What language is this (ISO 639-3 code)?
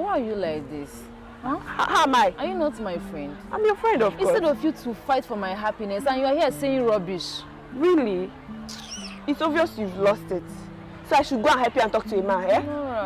pcm